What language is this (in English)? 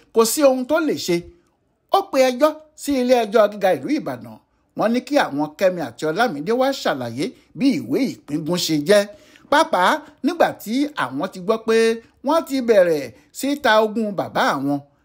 Yoruba